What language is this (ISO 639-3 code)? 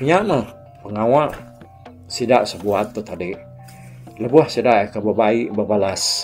iba